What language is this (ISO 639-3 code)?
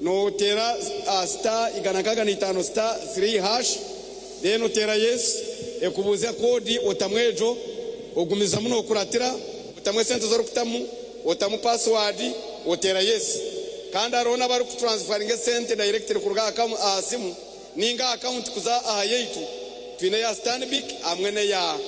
nyn